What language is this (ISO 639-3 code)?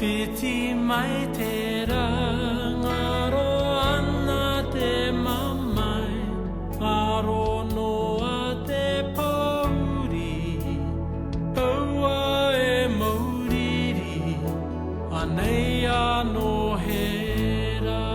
mri